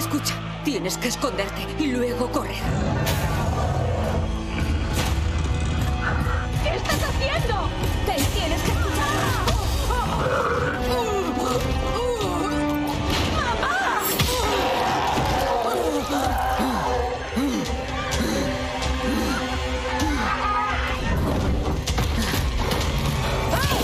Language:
Spanish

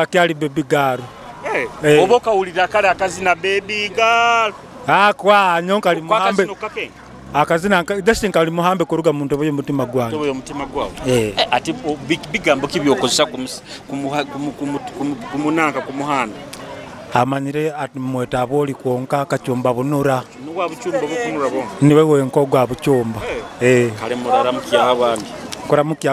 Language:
Nyoro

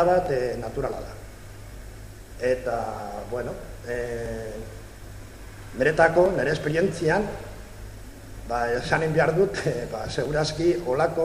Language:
Basque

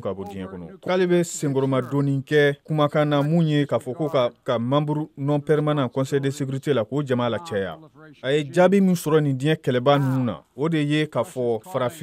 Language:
Bambara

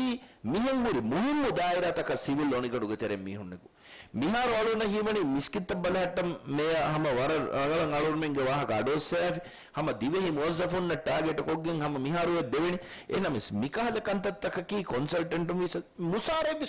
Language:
Divehi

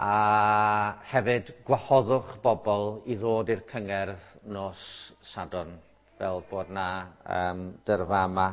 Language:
Welsh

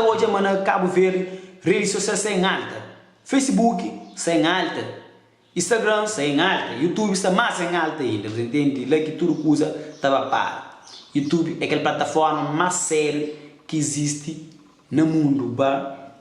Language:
Kabuverdianu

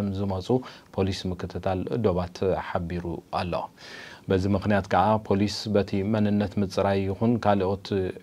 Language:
Tigrinya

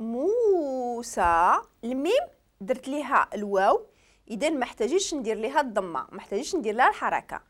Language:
Moroccan Arabic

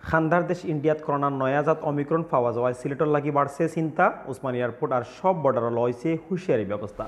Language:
Sylheti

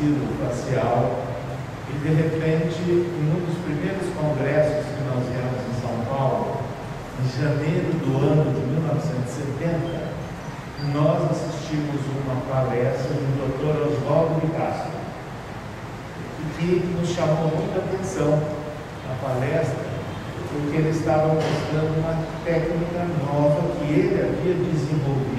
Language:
Portuguese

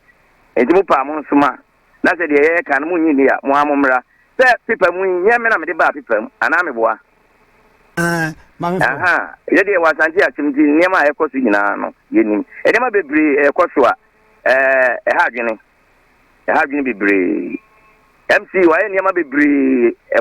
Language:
Akan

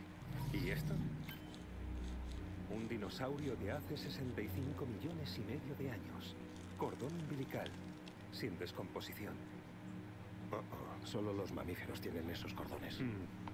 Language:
Spanish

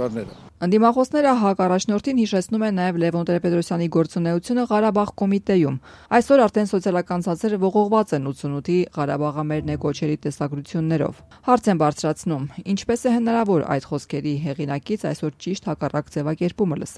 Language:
Armenian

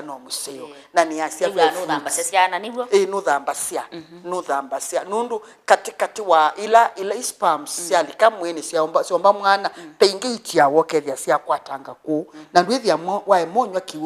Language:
Kamba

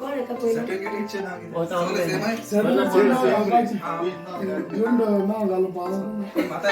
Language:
Konkani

